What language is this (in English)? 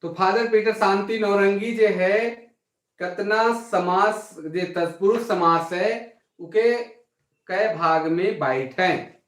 Sadri